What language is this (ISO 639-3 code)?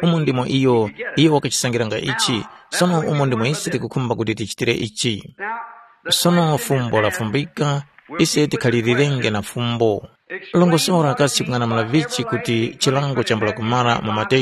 tum